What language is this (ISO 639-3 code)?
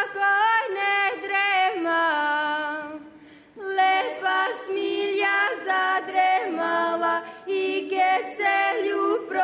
srp